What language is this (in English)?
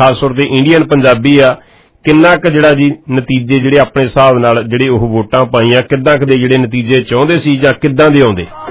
Punjabi